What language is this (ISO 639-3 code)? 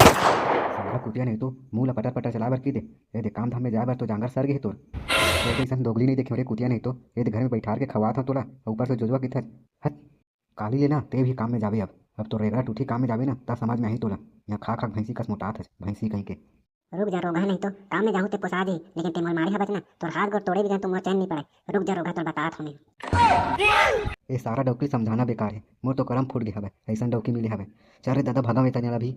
hne